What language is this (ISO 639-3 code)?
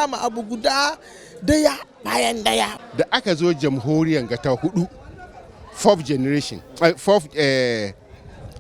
hau